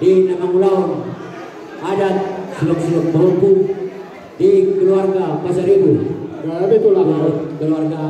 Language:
Batak Toba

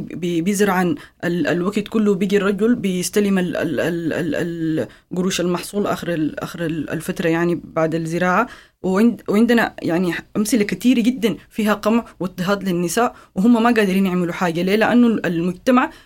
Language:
Sudanese Arabic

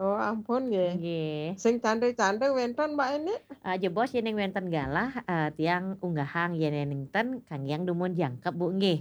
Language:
Balinese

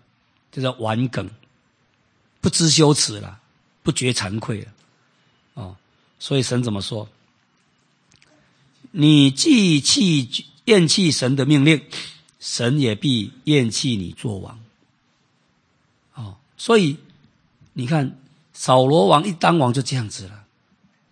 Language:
Chinese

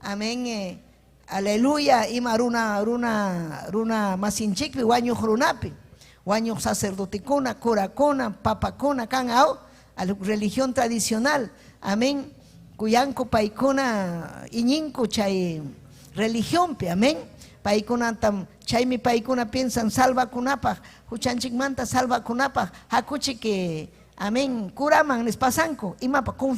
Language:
Ayacucho Quechua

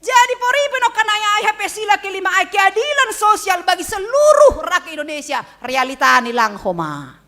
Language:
Batak Simalungun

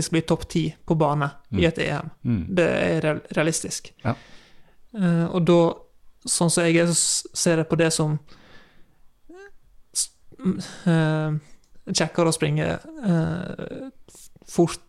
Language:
Norwegian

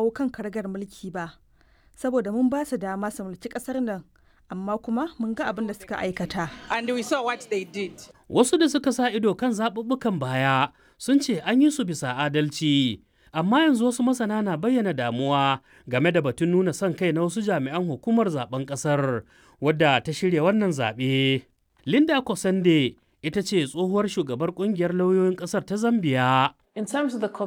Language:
Hausa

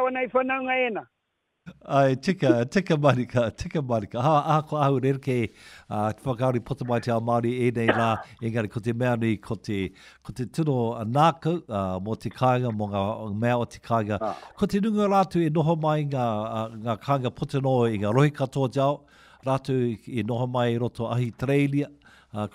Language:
Māori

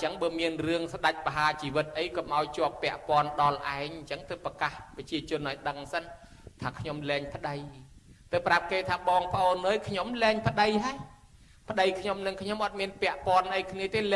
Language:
Khmer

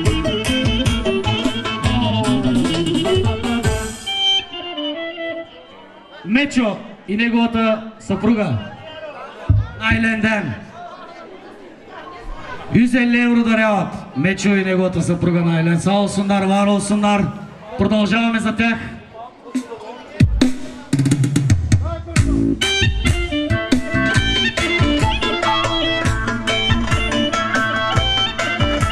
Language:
Bulgarian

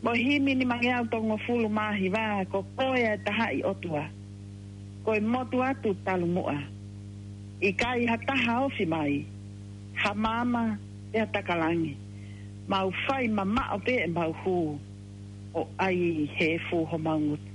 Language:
Tongan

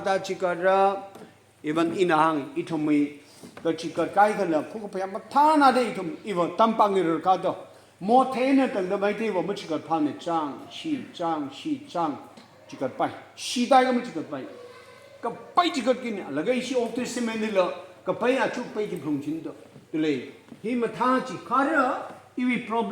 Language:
Tangkhul Naga (India)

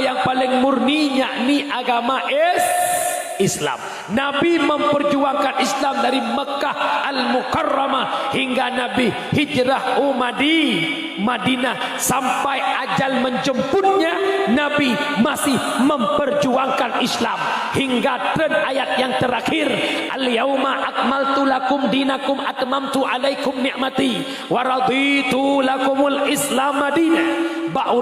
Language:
Achinese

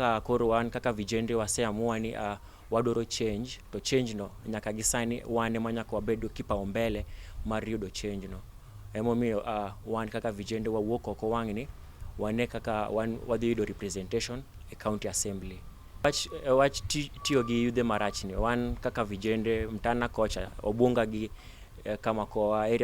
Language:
Luo (Kenya and Tanzania)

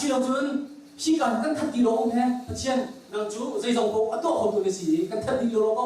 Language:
Hakha Chin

